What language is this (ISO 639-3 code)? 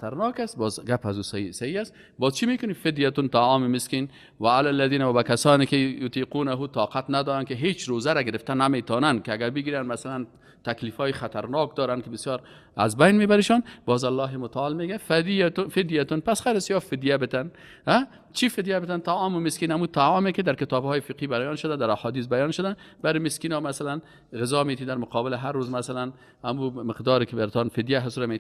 fas